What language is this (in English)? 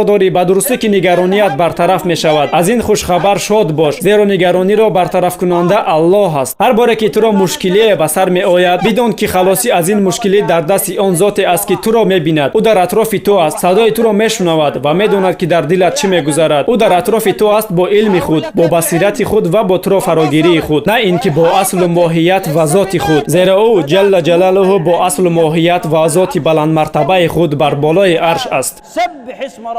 Tajik